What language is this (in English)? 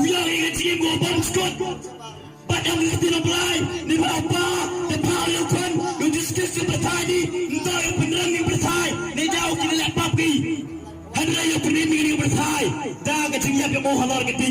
Khasi